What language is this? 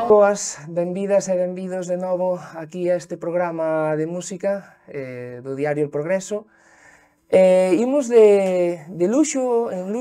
Galician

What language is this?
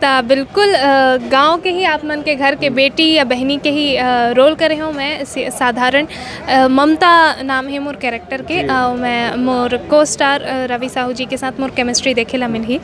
Chhattisgarhi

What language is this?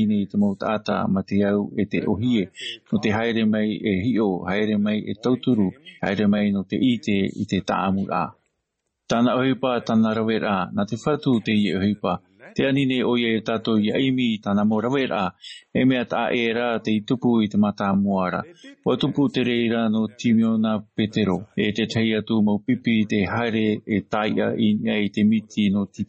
Tahitian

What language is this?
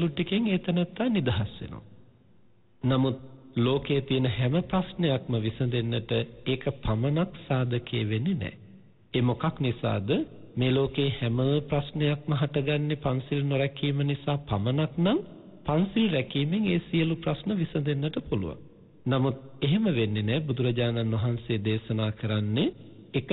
Sinhala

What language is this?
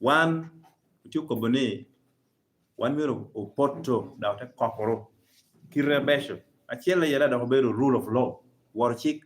Lango (Uganda)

